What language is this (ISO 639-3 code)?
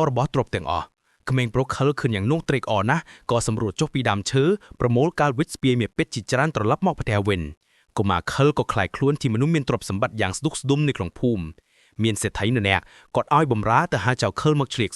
khm